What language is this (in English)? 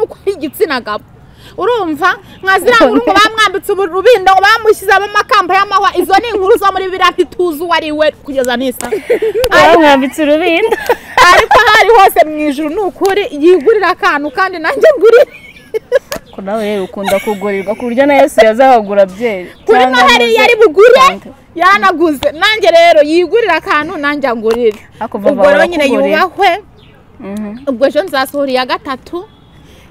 Kinyarwanda